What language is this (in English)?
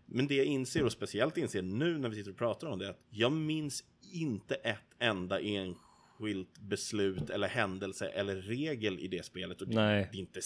Swedish